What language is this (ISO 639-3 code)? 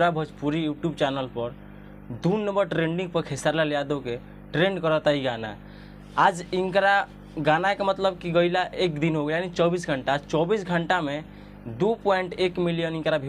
bho